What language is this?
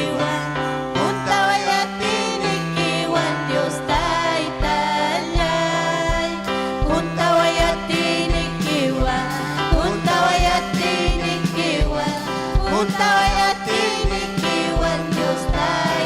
Ayacucho Quechua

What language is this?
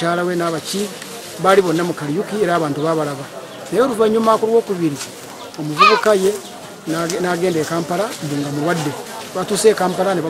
Ganda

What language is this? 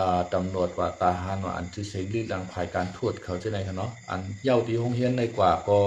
Shan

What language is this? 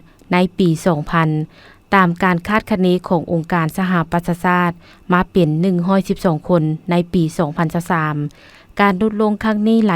Lao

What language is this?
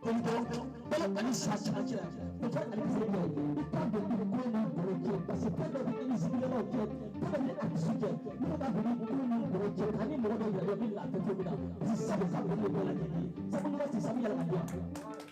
Bambara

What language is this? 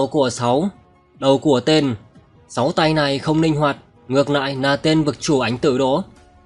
Vietnamese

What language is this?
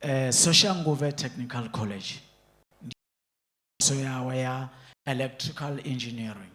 Venda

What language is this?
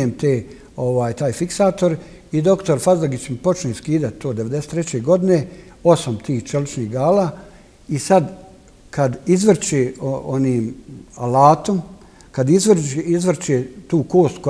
Bosnian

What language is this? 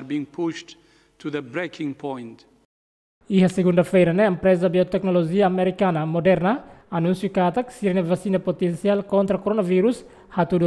Tetum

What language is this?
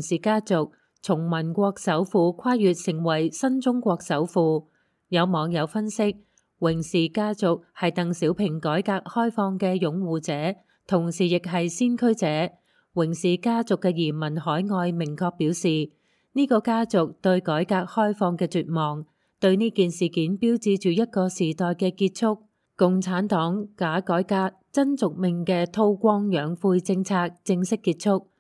Cantonese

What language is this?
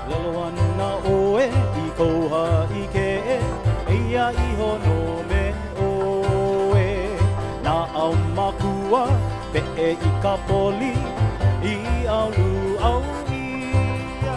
Hawaiian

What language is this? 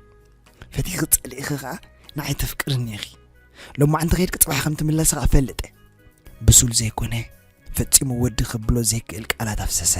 Tigrinya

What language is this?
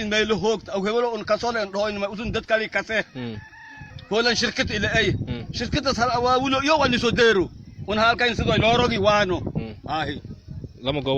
Somali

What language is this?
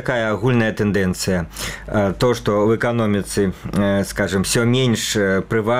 Belarusian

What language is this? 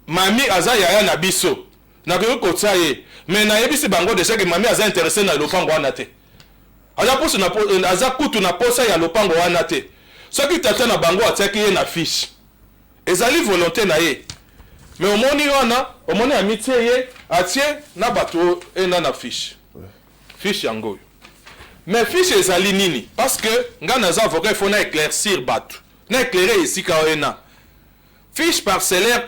Lingala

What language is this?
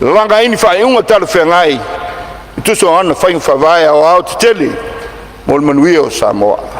Samoan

